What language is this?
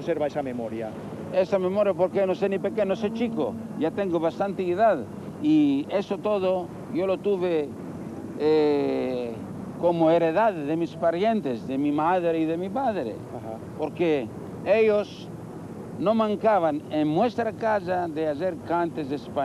Ladino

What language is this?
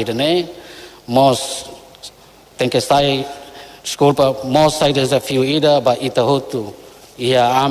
Tetum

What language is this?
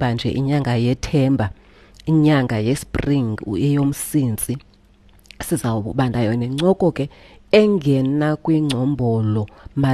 Xhosa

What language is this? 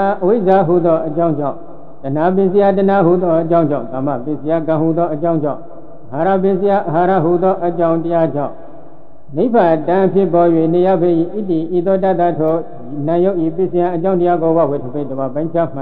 Burmese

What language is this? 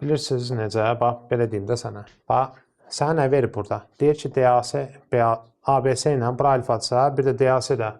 Azerbaijani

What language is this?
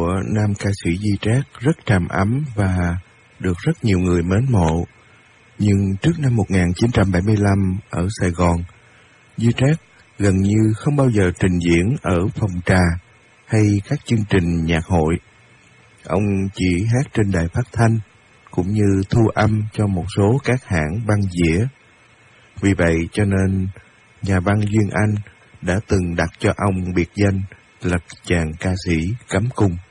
Vietnamese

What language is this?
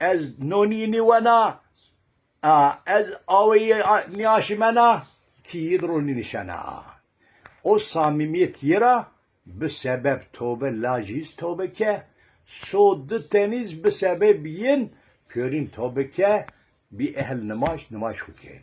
Zaza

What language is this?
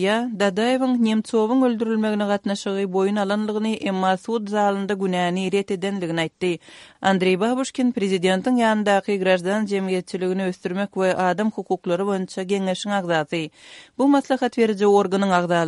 Kyrgyz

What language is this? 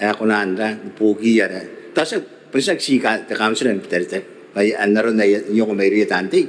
Gilbertese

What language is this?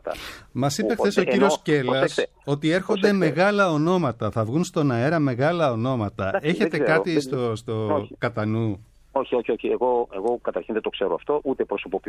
Greek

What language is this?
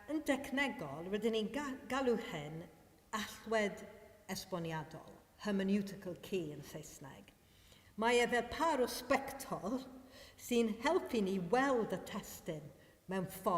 Welsh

